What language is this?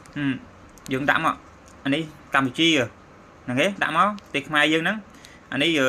Khmer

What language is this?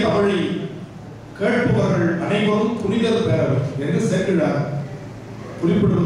Tamil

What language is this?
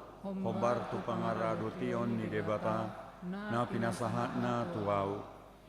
Batak Toba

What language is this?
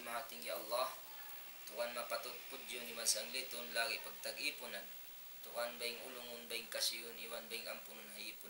Tausug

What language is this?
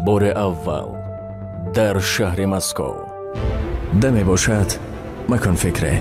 Tajik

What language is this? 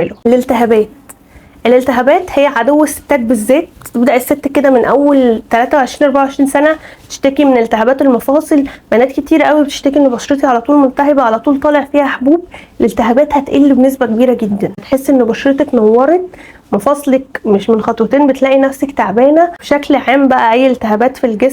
Egyptian Arabic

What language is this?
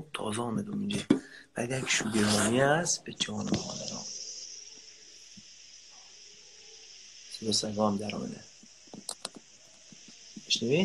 Persian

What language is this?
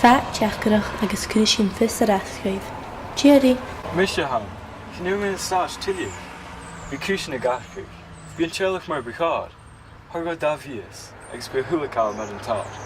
Scottish Gaelic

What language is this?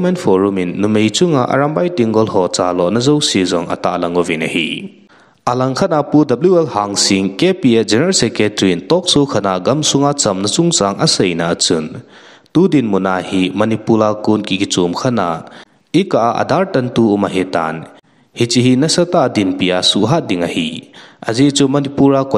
Thado Chin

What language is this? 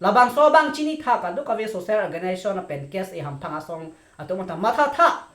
Karbi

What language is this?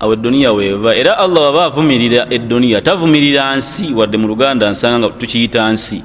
Ganda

